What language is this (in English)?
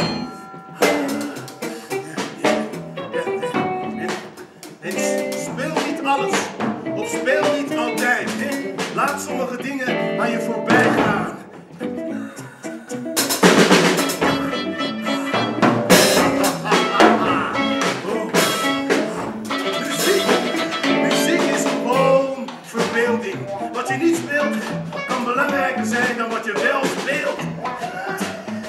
Dutch